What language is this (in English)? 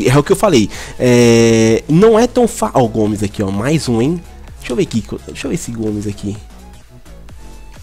Portuguese